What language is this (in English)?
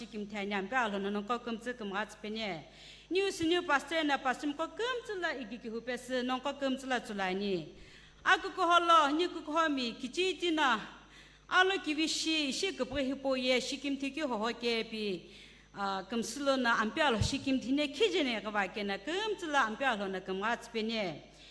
Sumi Naga